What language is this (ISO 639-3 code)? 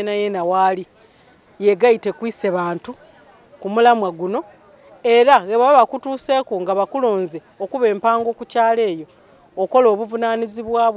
xog